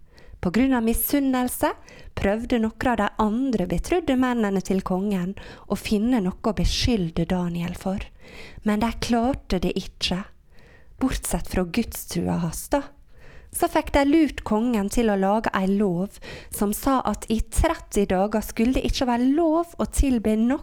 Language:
Norwegian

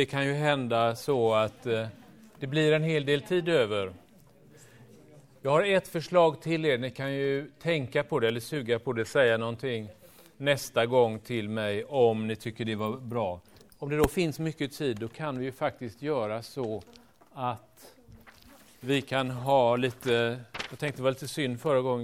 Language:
Swedish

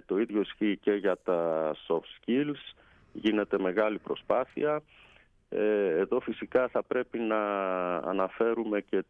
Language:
Greek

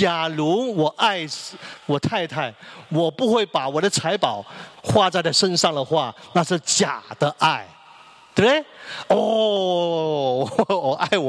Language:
Chinese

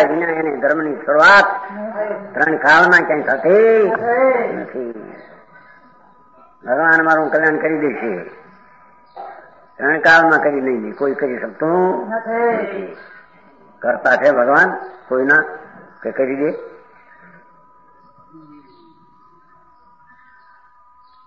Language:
Gujarati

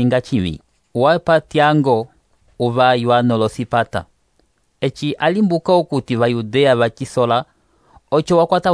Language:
Umbundu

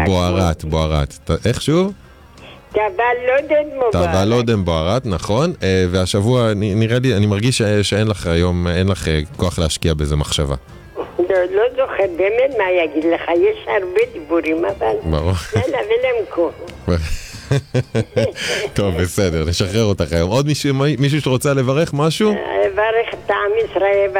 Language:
Hebrew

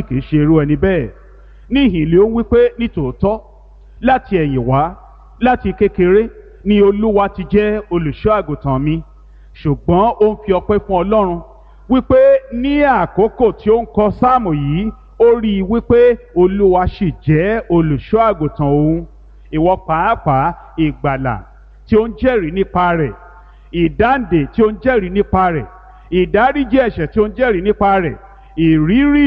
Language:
Yoruba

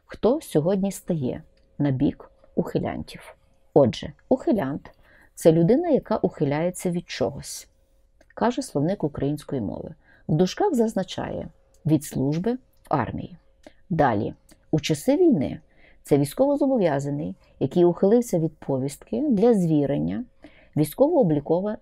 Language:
Ukrainian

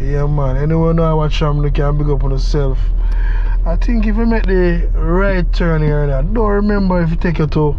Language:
Jamaican Creole English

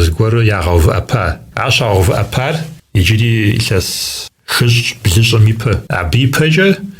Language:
Kabardian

